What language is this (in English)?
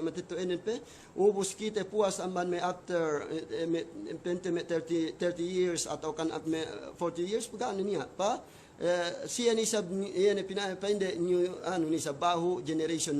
Yakan